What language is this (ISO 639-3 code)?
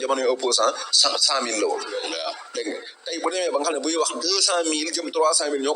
wol